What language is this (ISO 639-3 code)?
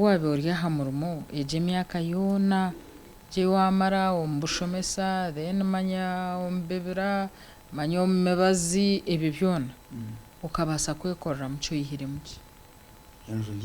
nyn